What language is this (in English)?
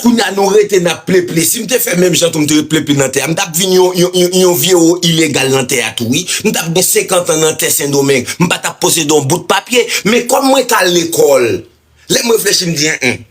Haitian Creole